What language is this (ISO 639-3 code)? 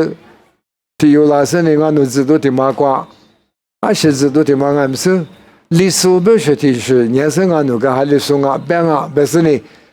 lis